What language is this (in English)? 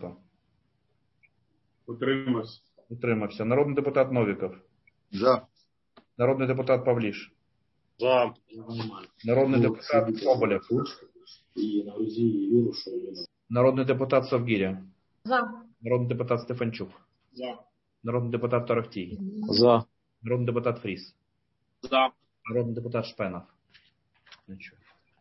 Ukrainian